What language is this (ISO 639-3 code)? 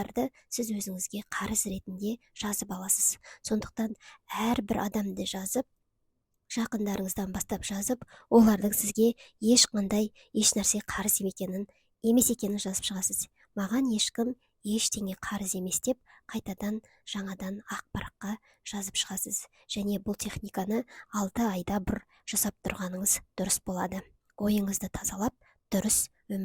kaz